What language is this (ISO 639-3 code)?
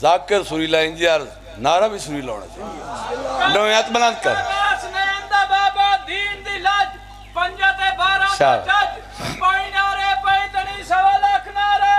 phr